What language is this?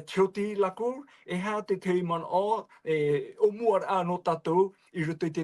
Tahitian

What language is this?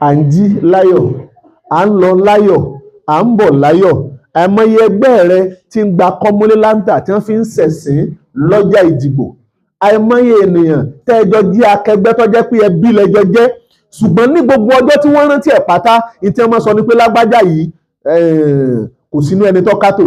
Yoruba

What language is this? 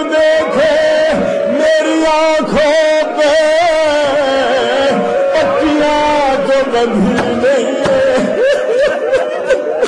Urdu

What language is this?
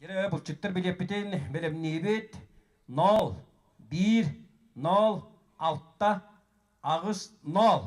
Yakut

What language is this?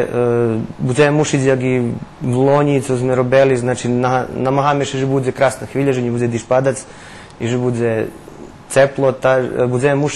Rusyn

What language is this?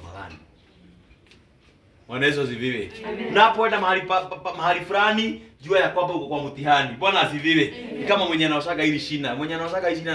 Swahili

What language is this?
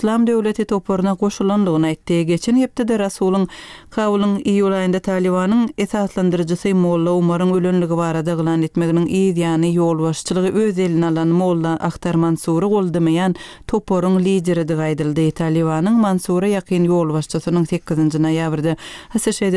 Turkmen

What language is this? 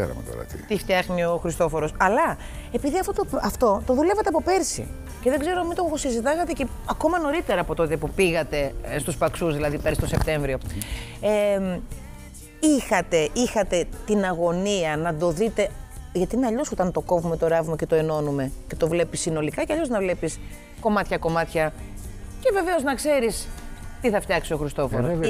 Greek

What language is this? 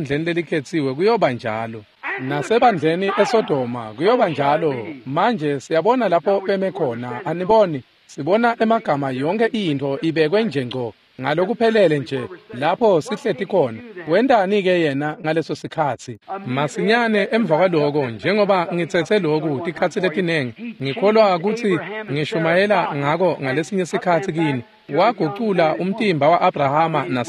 Swati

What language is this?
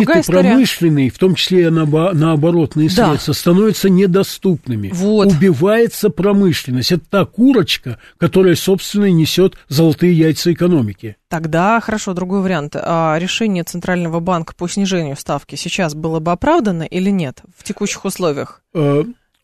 Russian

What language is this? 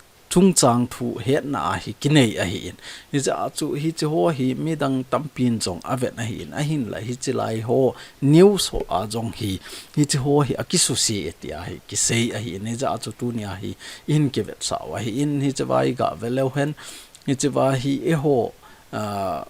Thado Chin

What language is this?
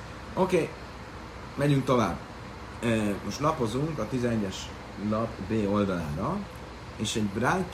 Hungarian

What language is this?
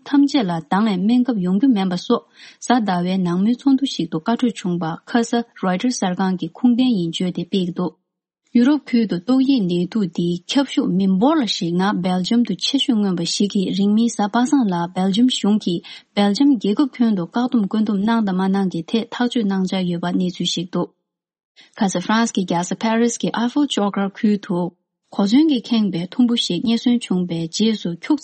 Tibetan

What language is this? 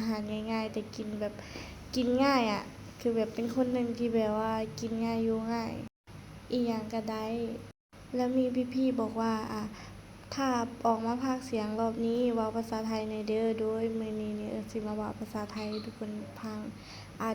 Lao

